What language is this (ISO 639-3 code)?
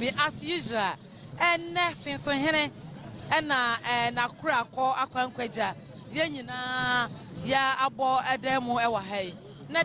aka